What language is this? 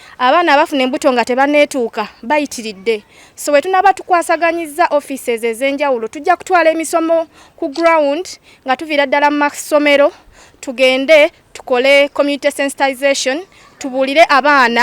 Ganda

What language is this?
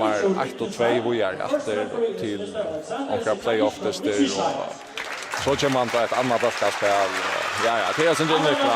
Faroese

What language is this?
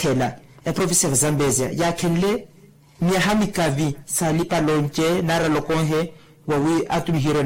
Makhuwa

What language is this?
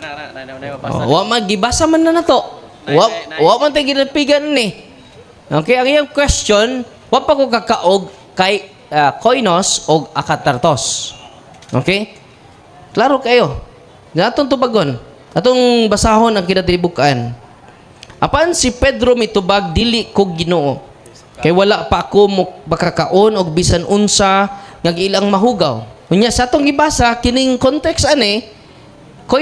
Cebuano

